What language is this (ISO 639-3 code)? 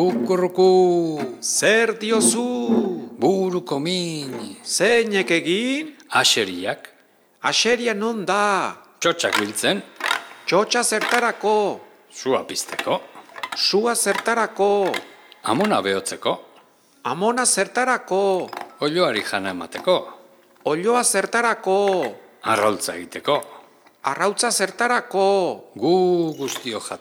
eus